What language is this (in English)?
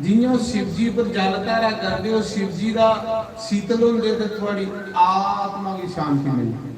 Dogri